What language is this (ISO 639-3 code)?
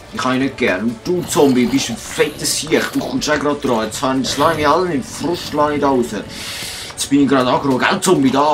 gsw